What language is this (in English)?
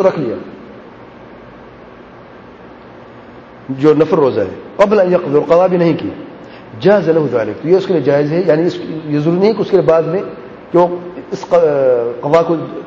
Urdu